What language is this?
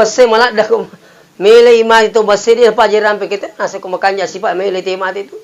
Buginese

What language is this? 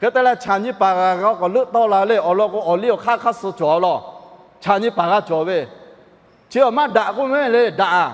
Lahu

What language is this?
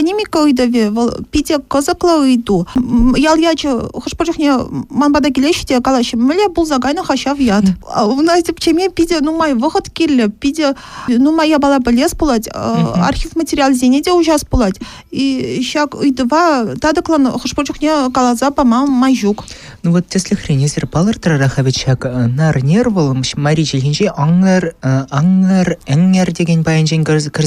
Chuvash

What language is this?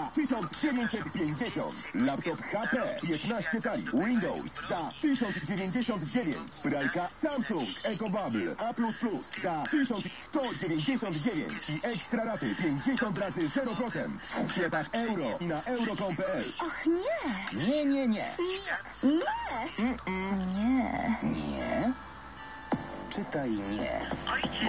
Polish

